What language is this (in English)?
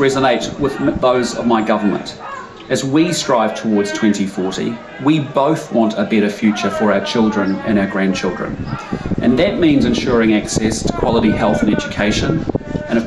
Māori